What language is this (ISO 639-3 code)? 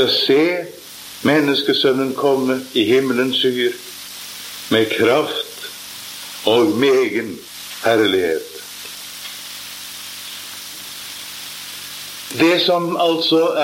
nor